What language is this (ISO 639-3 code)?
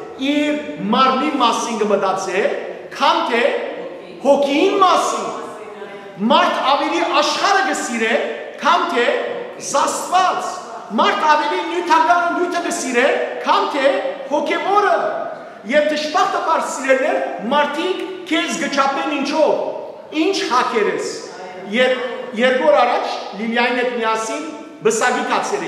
hyw